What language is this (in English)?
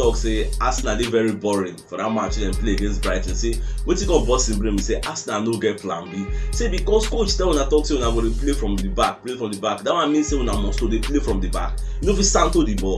Nigerian Pidgin